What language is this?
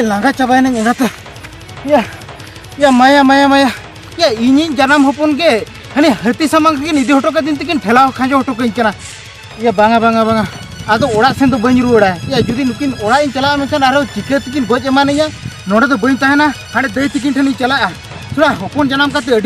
Santali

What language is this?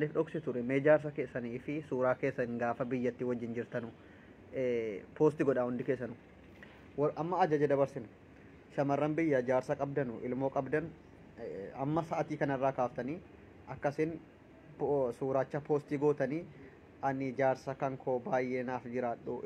Oromo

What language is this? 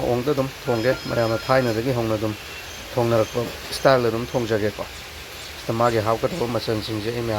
Manipuri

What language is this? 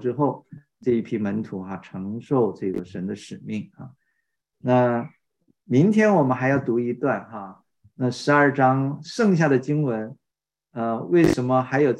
Chinese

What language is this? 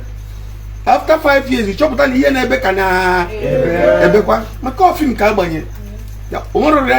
Igbo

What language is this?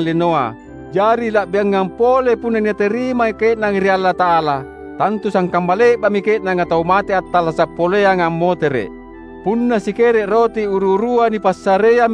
Makasar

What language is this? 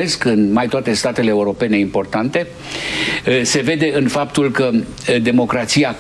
Romanian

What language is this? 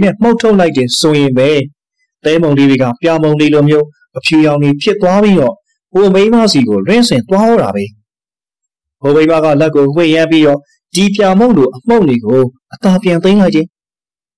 Burmese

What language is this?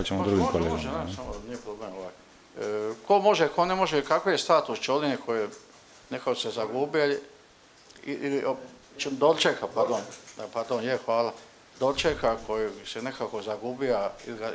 Croatian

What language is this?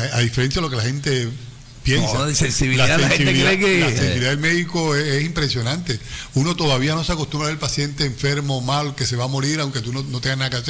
Spanish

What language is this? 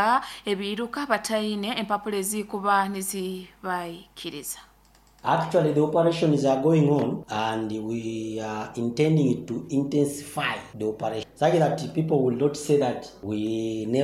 Nyoro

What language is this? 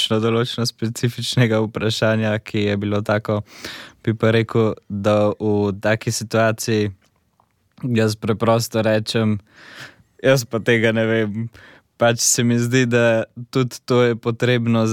Slovenian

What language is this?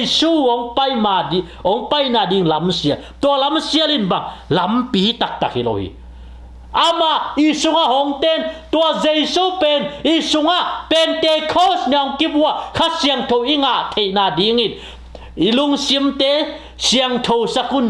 Tedim Chin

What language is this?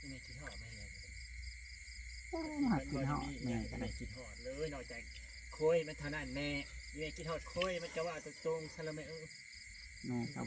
Northeastern Thai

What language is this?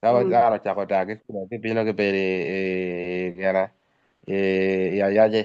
Acoli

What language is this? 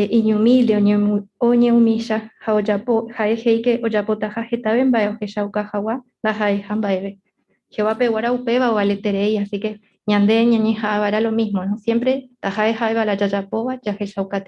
Guarani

